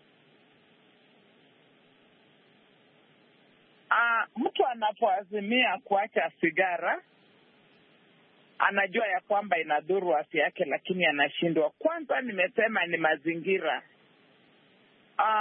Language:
Swahili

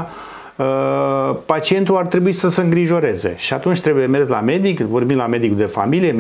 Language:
Romanian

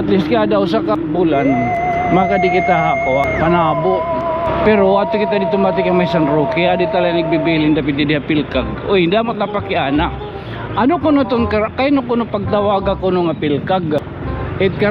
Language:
Waray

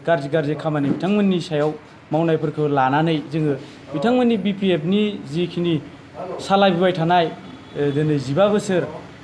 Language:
Bodo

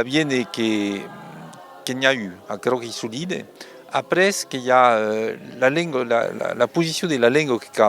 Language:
Occitan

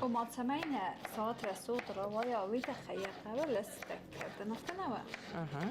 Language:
Ossetic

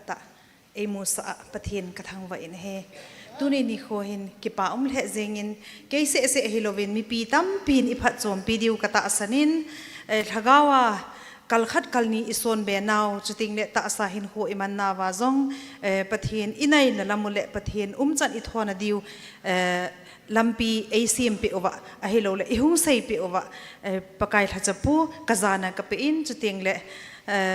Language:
Thado Chin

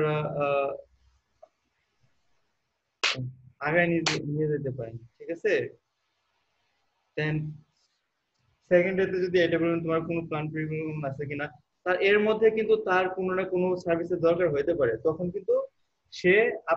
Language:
Bangla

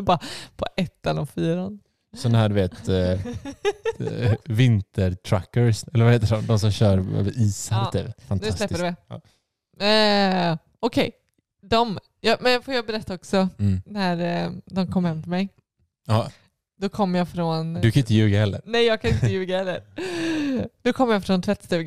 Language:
Swedish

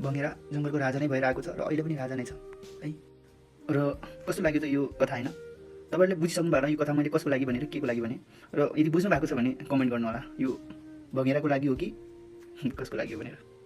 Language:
Nepali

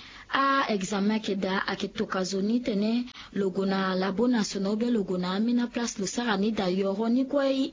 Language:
Sango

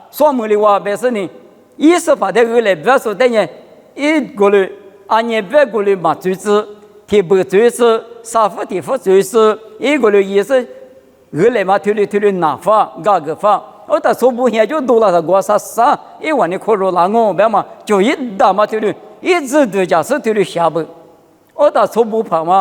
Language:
Lisu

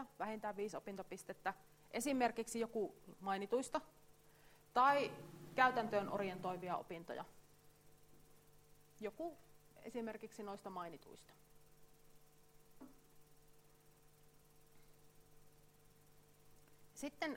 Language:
Finnish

